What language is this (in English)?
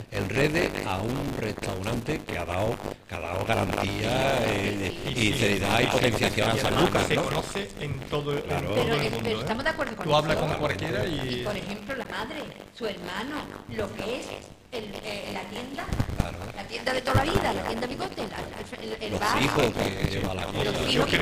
Spanish